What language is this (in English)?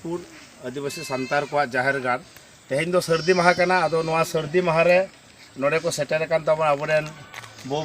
Santali